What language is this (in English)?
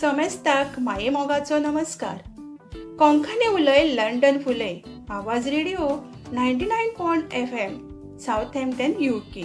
Konkani